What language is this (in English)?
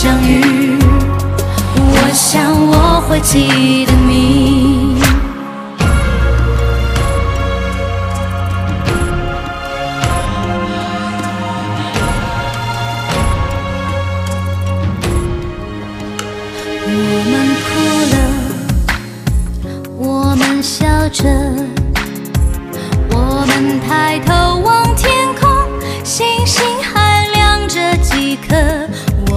Chinese